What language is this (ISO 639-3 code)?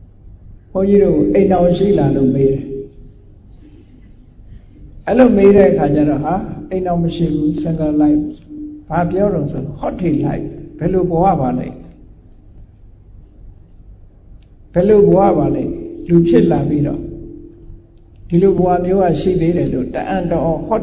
mya